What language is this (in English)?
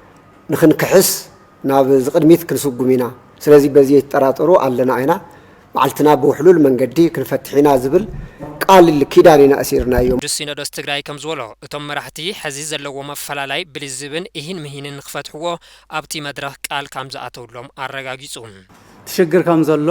Tigrinya